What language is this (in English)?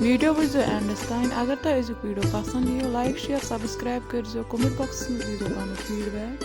Kashmiri